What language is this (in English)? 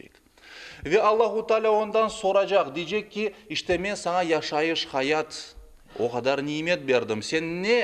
Crimean Tatar